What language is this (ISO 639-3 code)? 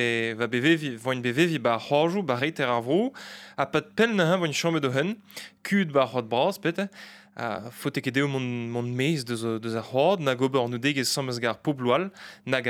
bre